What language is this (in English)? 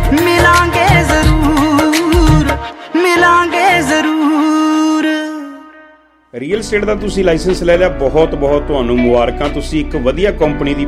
Punjabi